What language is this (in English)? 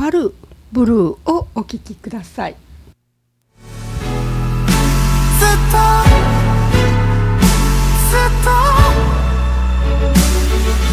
Japanese